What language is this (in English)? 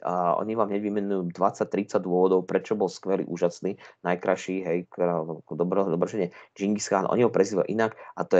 Slovak